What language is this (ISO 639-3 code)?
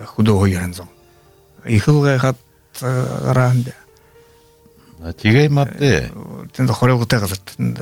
bua